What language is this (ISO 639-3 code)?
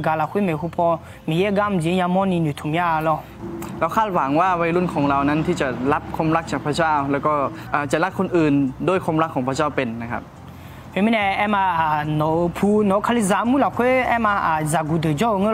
ahk